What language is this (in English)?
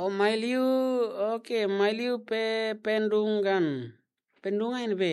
Tetum